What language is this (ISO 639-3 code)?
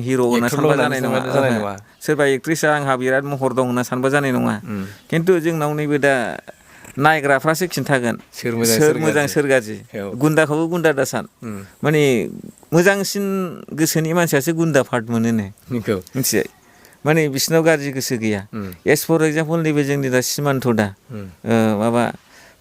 brx